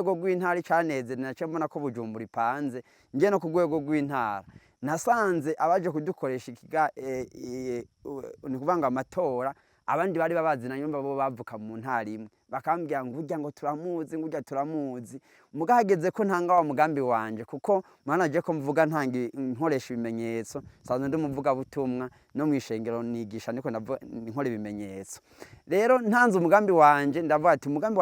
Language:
Rundi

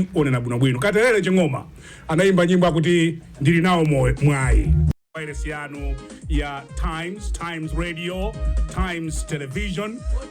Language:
Nyanja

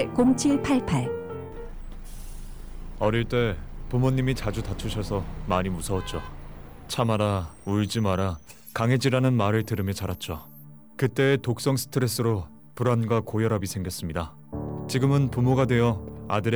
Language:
Korean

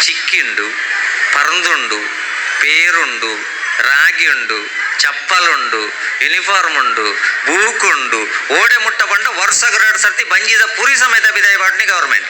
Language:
Tulu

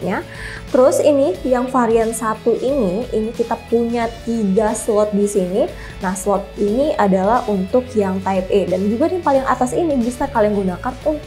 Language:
Indonesian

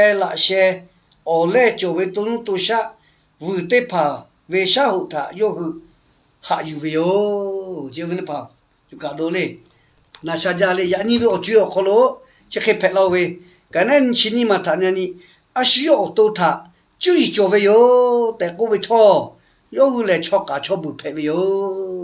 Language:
Lahu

